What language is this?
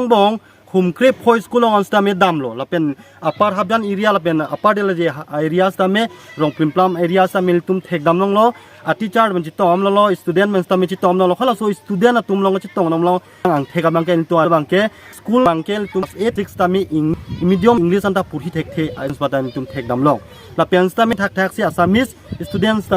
Karbi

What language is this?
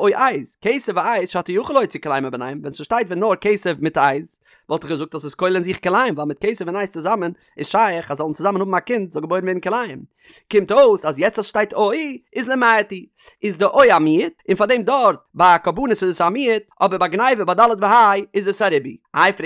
Yiddish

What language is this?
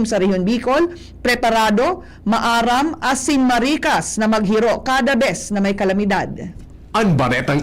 Bikol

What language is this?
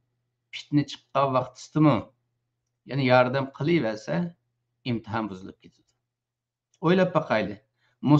Uyghur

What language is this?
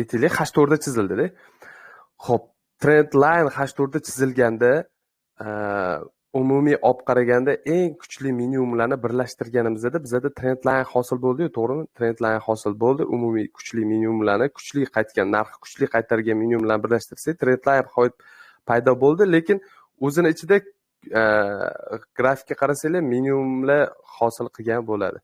Uzbek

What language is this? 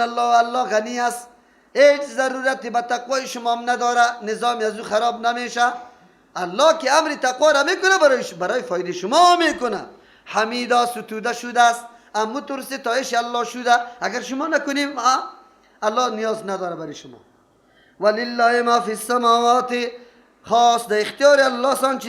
Persian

